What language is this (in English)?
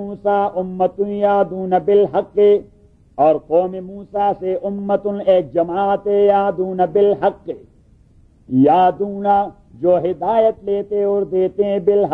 Urdu